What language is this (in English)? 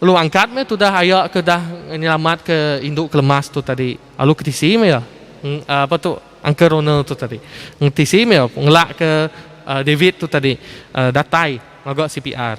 Iban